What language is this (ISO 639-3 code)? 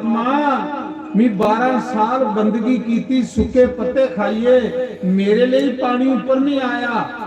doi